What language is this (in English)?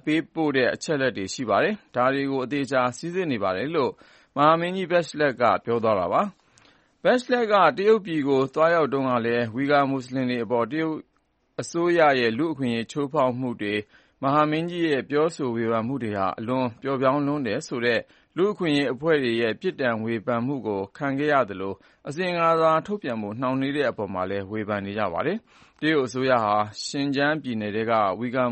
Burmese